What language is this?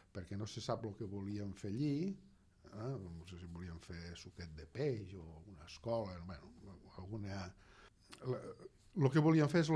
Catalan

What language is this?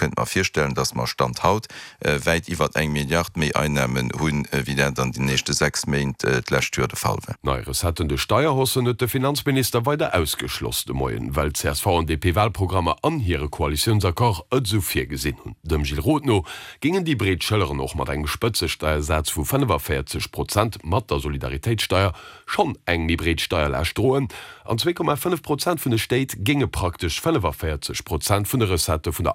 Luxembourgish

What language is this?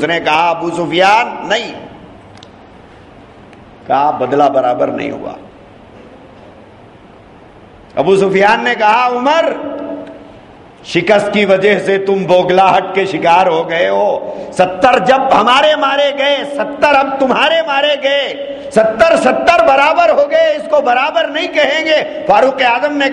Urdu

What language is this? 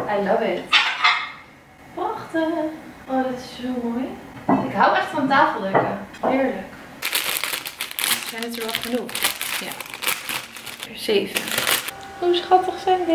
Dutch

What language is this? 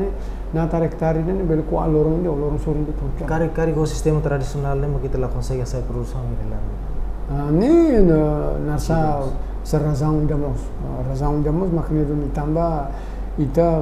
Tetum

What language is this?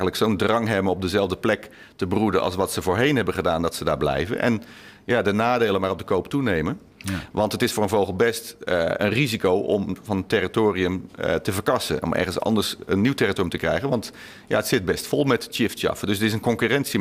Dutch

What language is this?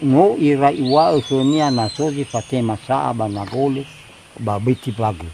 Nias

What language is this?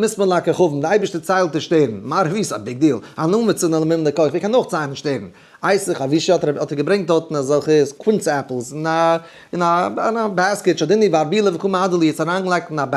Yiddish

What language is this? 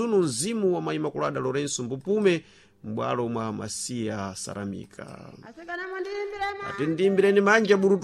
Sena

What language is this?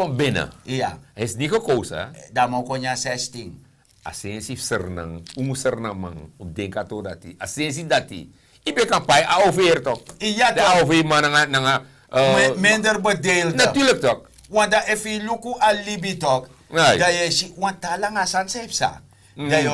Sranan Tongo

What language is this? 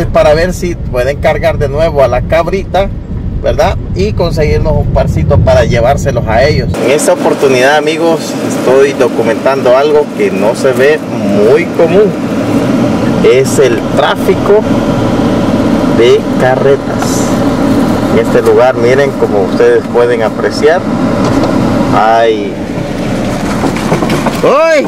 Spanish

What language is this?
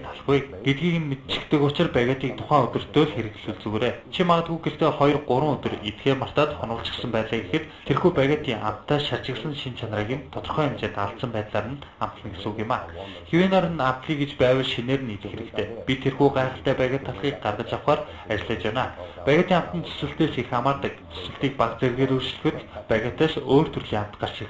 Mongolian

